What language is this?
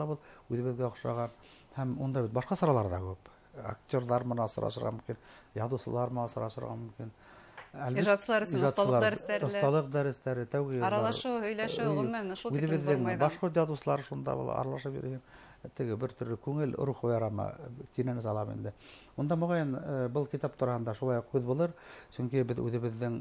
Bashkir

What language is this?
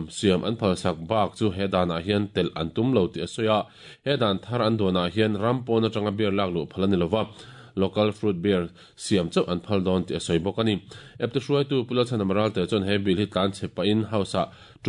Mizo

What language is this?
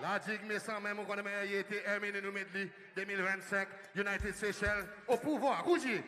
Seselwa Creole French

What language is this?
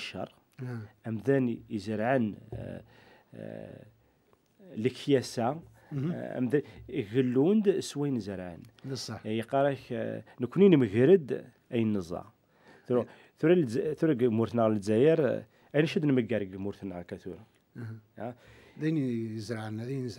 Kabyle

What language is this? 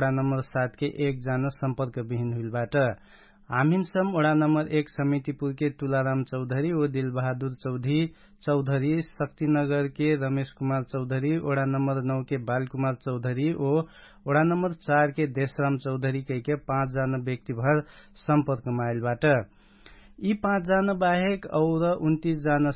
Dangaura Tharu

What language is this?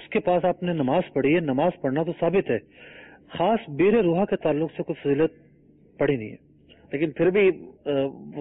Urdu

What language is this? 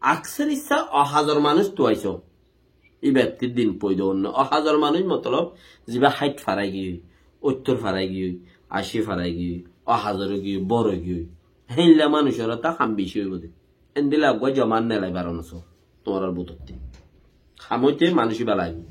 Rohingya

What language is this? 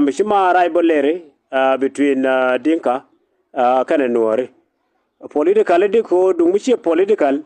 Nuer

